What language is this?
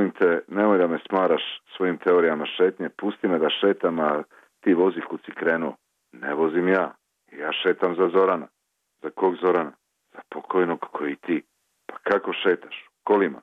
Serbian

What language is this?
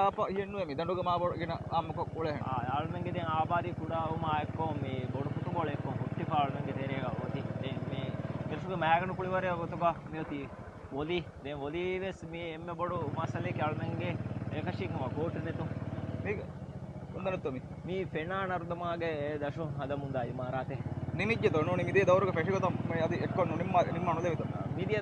Divehi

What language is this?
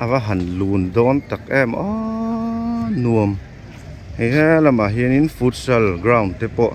Mizo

